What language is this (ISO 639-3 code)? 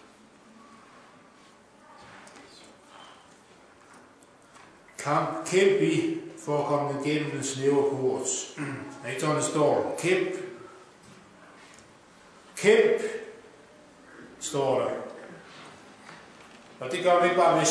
dan